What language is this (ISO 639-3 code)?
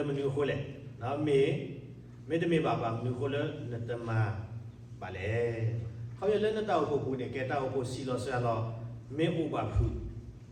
ksw